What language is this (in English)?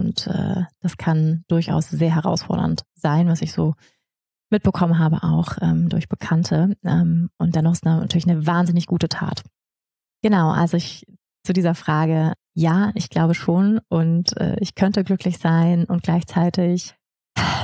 German